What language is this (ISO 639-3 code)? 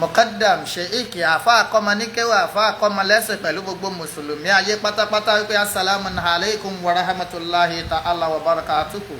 yor